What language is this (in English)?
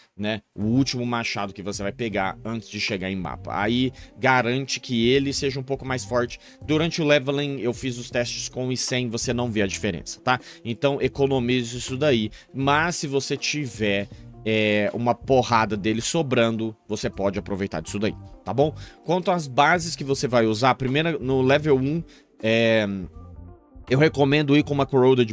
Portuguese